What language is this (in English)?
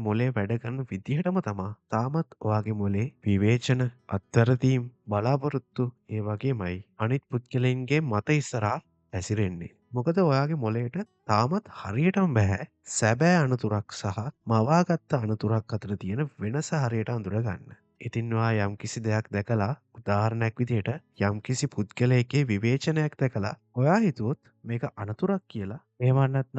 Sinhala